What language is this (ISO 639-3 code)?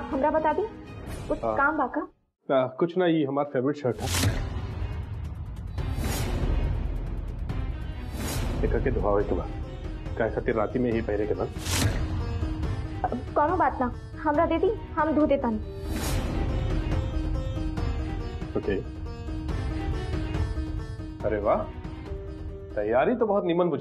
bho